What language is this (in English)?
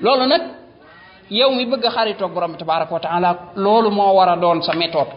Wolof